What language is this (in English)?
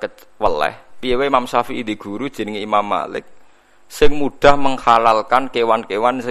Javanese